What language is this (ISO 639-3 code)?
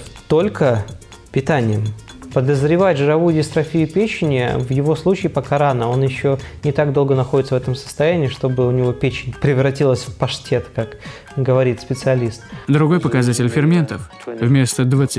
rus